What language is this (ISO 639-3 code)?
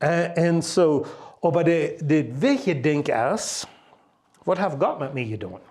pdt